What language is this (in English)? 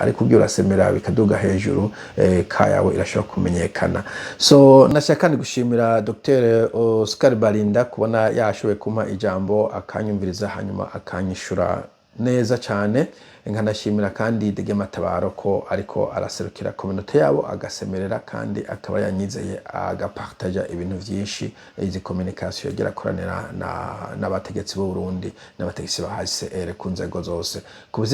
Rundi